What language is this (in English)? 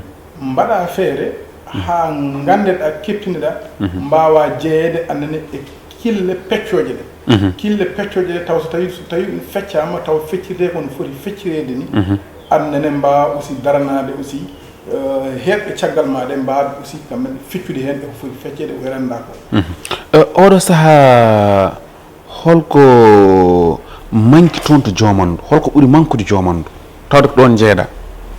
Fula